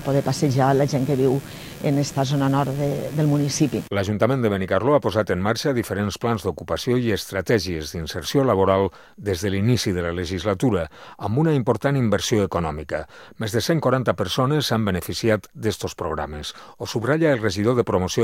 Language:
Catalan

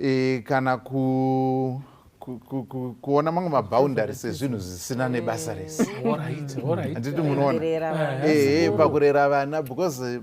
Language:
Shona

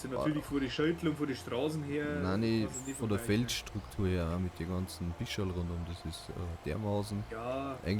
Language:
Bavarian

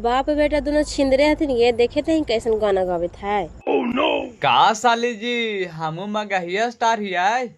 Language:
Magahi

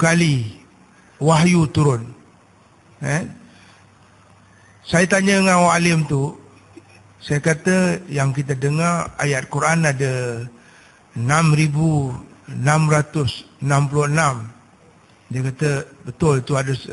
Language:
Malay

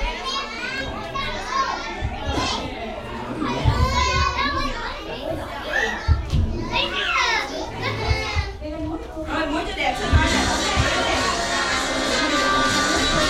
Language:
Vietnamese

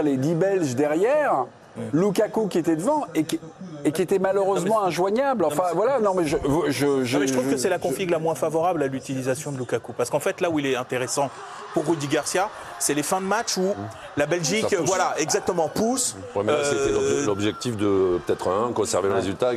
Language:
French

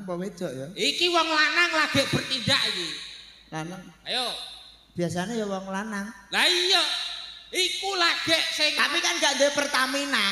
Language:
Javanese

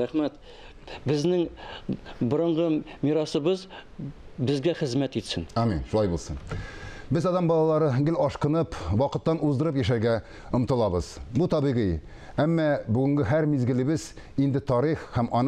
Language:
Tatar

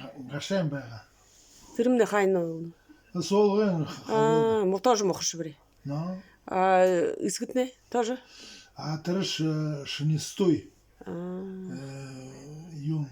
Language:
Buriat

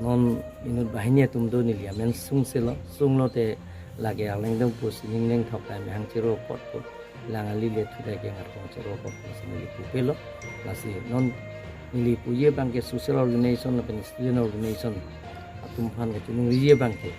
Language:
Karbi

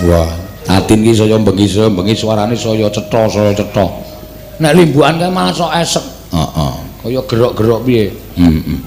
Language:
Javanese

